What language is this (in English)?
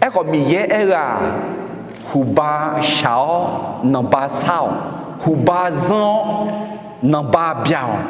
Akha